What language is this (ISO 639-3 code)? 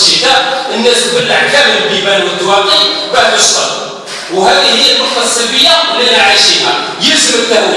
arq